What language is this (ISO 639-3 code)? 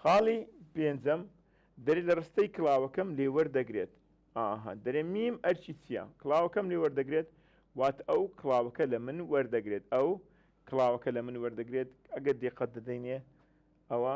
ckb